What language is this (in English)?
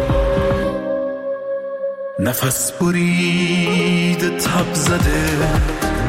Persian